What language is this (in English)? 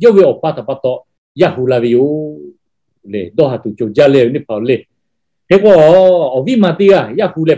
Lahu